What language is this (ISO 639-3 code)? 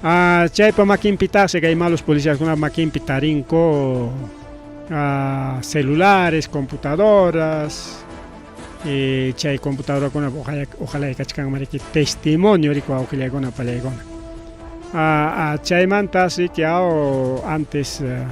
quy